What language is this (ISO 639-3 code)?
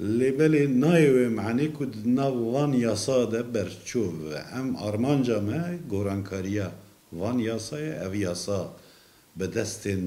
kur